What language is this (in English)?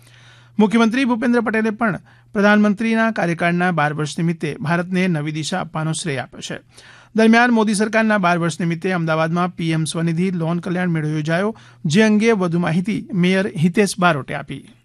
Gujarati